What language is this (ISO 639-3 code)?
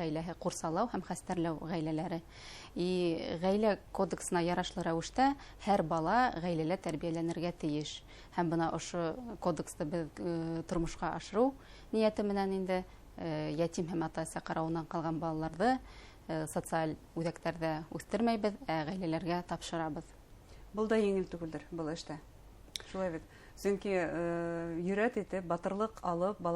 bak